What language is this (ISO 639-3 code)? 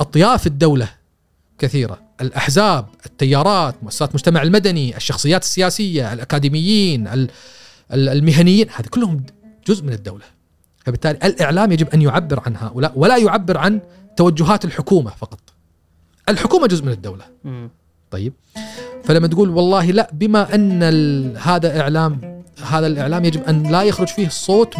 afb